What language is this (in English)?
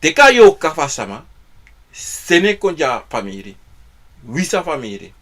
Sranan Tongo